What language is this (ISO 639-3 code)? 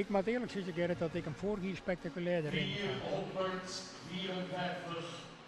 fry